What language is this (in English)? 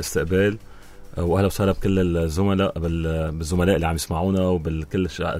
North Levantine Arabic